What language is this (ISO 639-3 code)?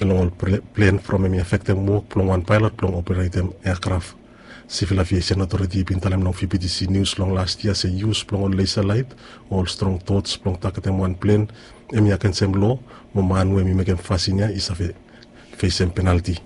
bis